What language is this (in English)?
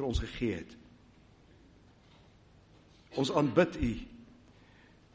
Afrikaans